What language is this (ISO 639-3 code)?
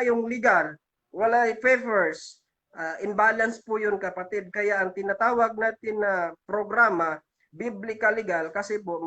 ceb